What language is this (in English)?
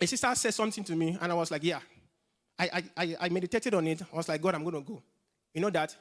English